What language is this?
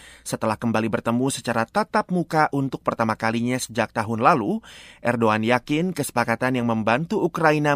Indonesian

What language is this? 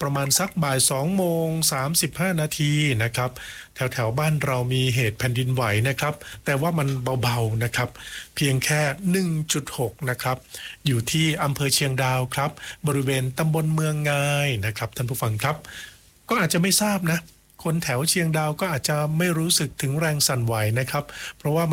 Thai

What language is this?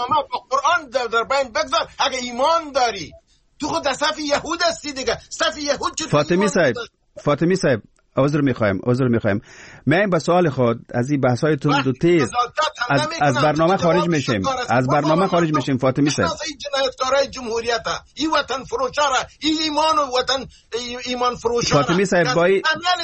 Persian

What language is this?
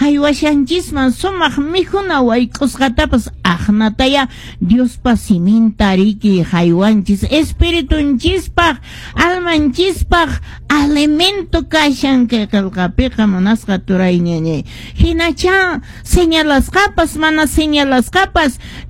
Quechua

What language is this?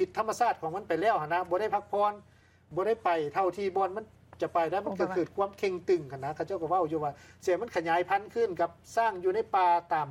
Lao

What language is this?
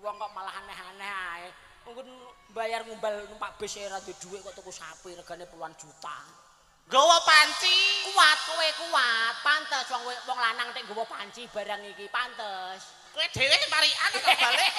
Javanese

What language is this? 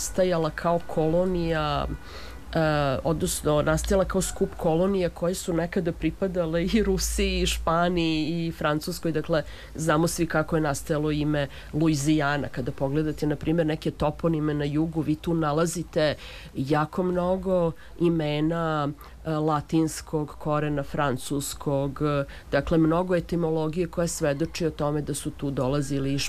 Serbian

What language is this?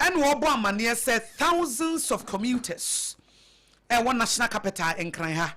Akan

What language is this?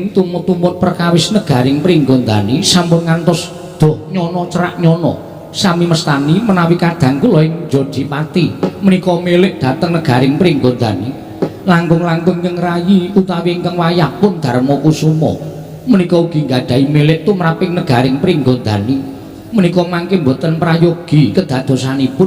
Javanese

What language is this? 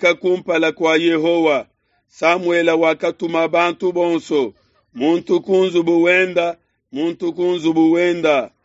Luba-Lulua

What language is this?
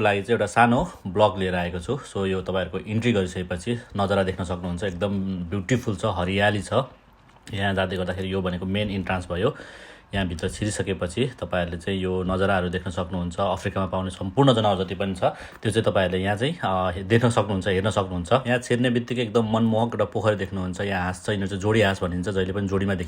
Nepali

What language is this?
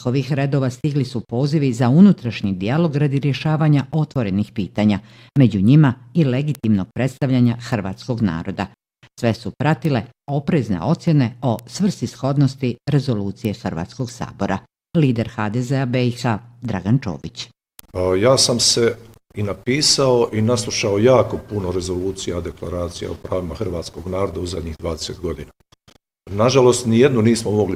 Bosnian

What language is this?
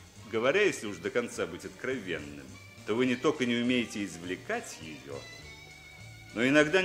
Russian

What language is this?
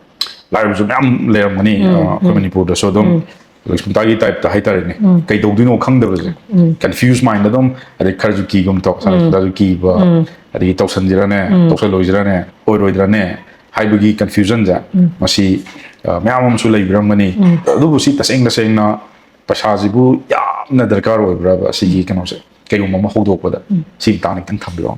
Manipuri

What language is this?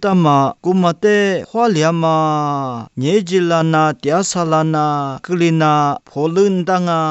Lisu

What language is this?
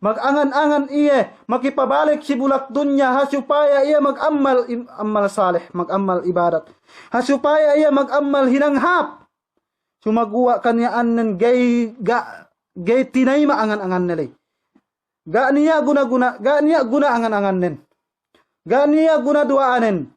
Yakan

